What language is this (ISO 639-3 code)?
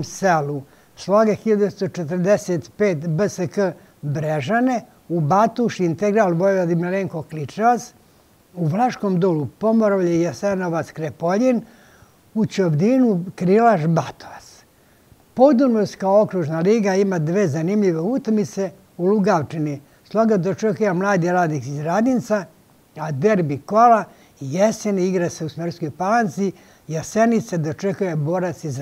srp